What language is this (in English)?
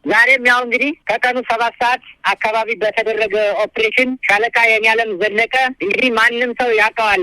Amharic